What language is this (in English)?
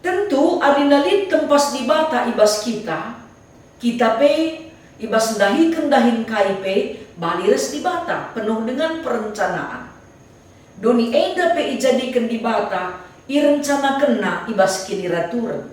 Batak Karo